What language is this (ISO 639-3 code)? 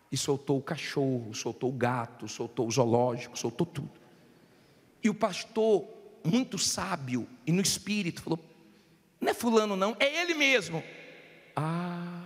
por